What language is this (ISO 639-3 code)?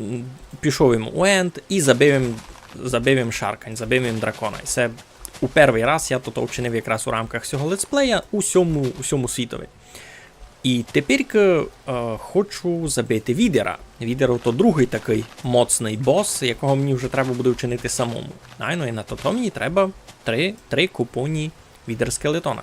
rue